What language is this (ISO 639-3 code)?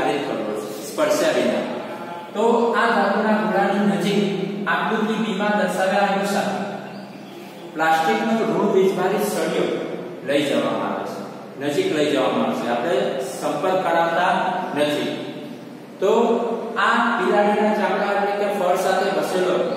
guj